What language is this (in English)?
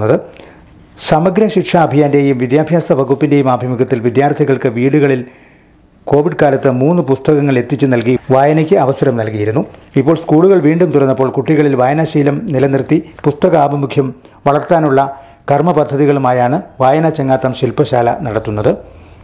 Malayalam